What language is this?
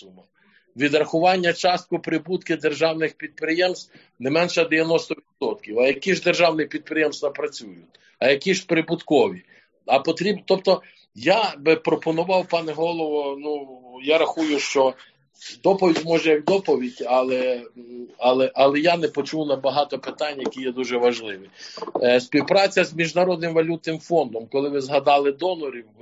Ukrainian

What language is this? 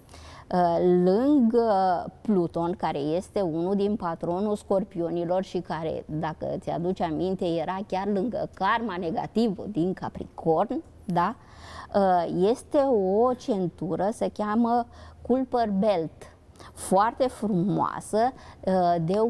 Romanian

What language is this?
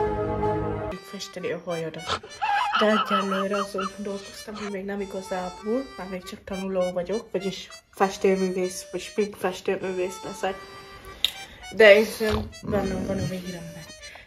Hungarian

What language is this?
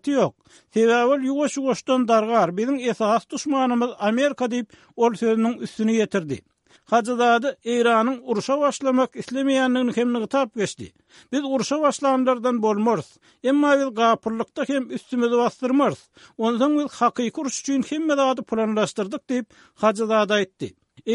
Turkmen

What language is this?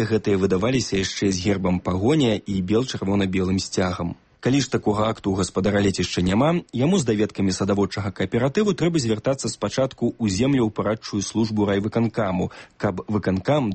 Belarusian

